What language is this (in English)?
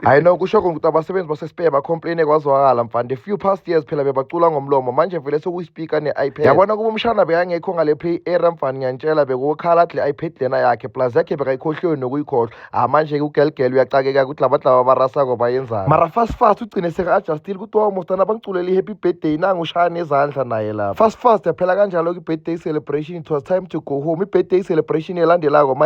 Zulu